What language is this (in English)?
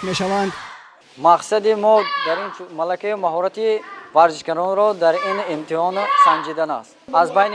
Tajik